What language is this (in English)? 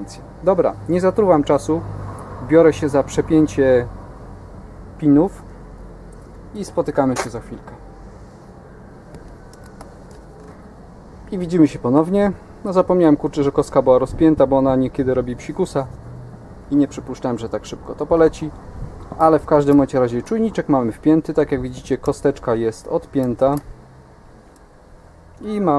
Polish